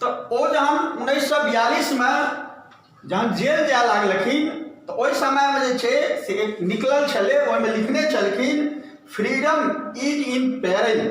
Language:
Maithili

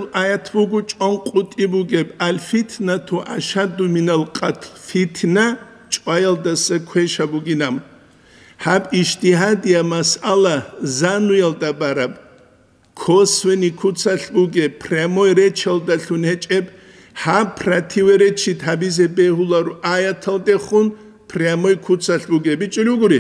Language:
Avaric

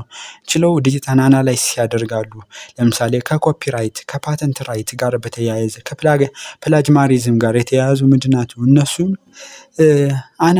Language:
Amharic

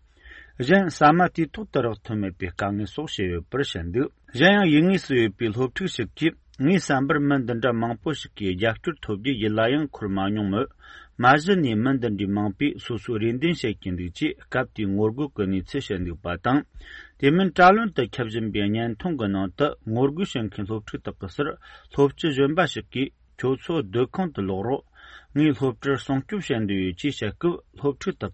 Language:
Tibetan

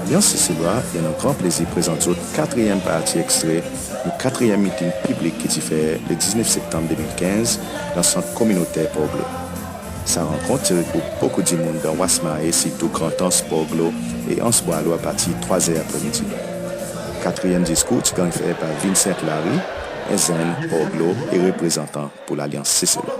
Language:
Seselwa Creole French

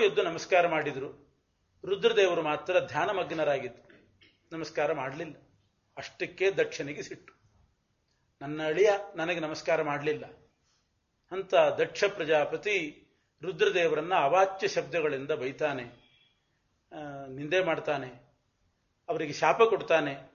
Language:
Kannada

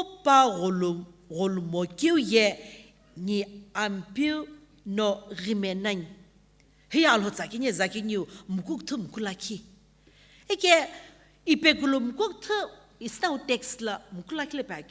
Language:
Sumi Naga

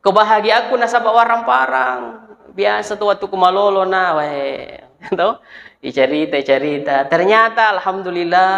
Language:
Buginese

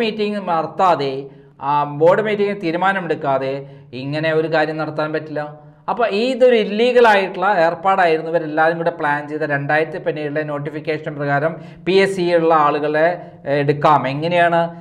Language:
Malayalam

